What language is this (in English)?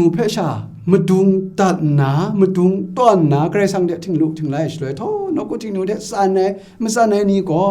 Kachin